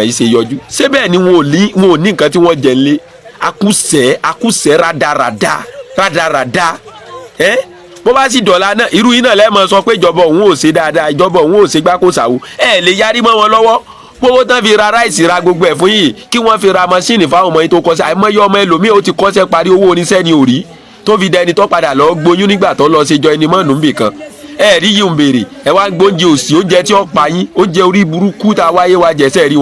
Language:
Yoruba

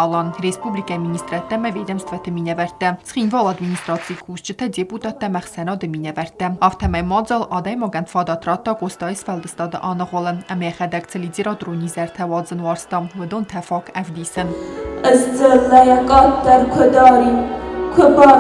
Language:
Ossetic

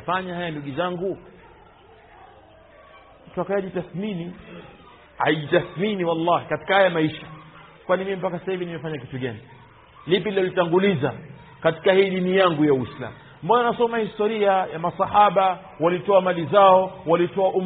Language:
Swahili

